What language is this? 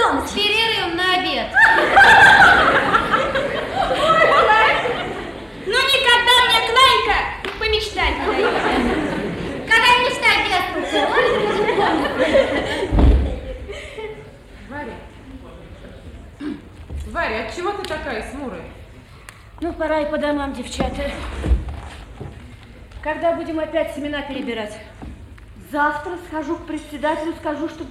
Russian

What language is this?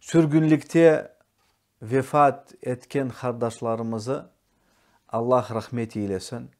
Crimean Tatar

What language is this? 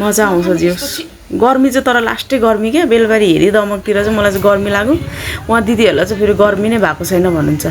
Nepali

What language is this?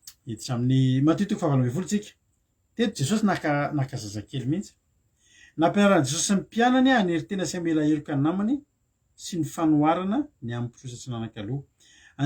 Malagasy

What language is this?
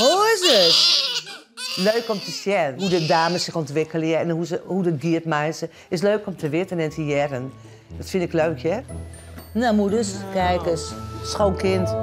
Western Frisian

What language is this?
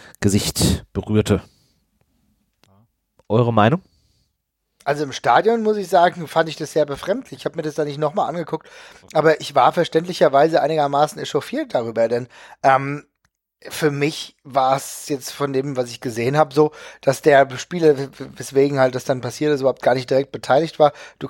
German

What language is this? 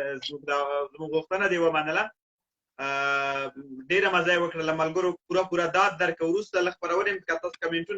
Pashto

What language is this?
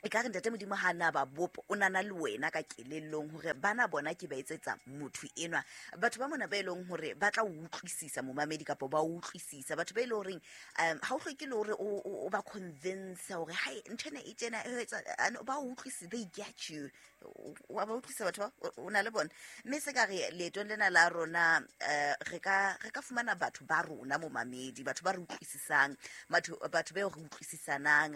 Southern Sotho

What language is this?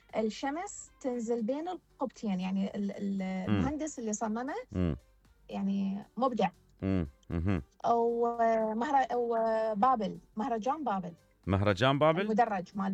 Mesopotamian Arabic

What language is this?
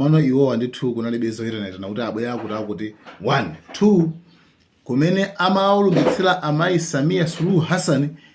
Nyanja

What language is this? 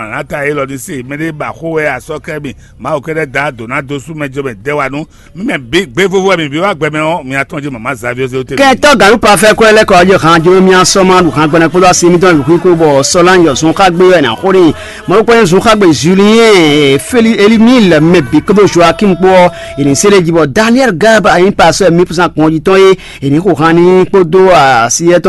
Fon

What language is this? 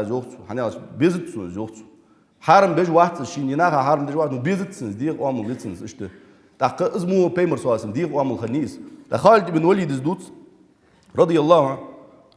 Ingush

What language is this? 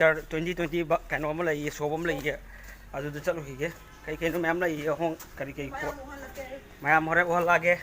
Manipuri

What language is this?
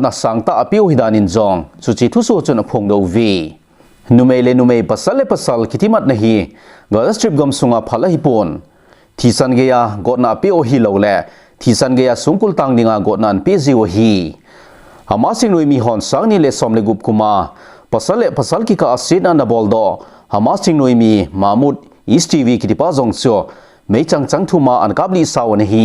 Thado Chin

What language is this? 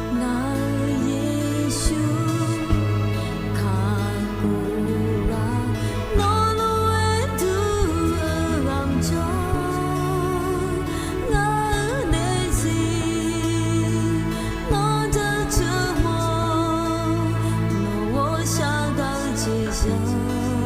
Akha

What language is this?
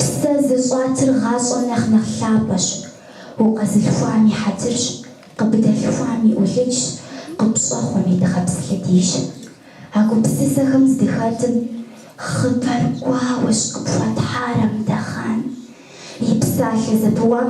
Kabardian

